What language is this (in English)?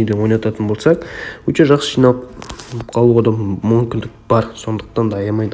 Kazakh